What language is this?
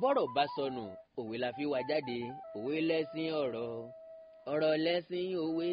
Yoruba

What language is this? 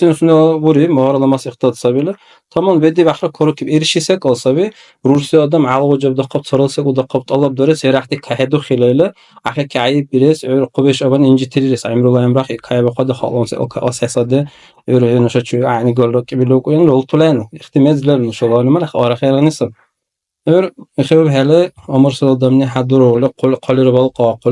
Dargwa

